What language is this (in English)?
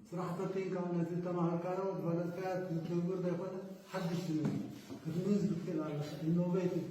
Tigrinya